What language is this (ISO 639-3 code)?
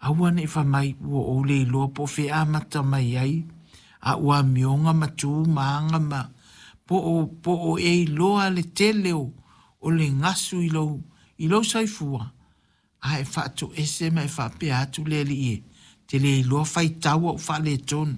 smo